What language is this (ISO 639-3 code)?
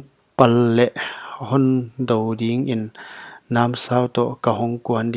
pck